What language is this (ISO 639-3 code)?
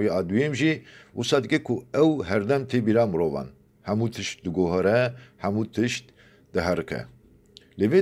kur